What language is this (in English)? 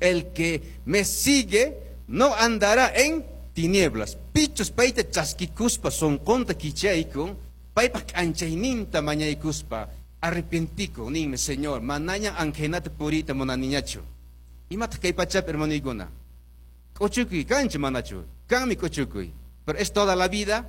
Quechua